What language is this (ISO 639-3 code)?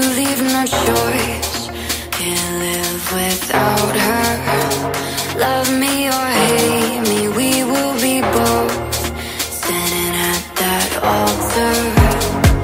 eng